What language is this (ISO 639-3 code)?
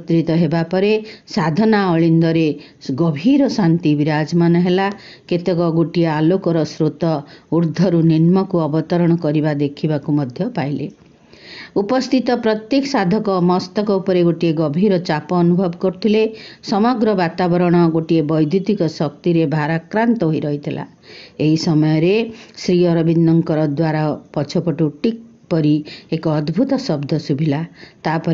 ori